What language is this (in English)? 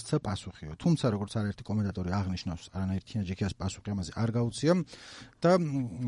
Georgian